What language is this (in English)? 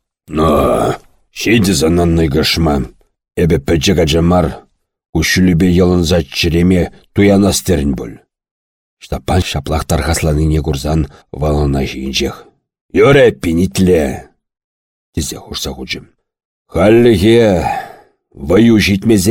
Chuvash